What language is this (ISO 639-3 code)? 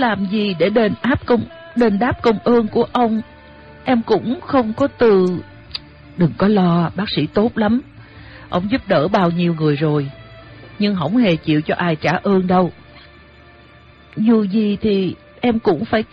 vie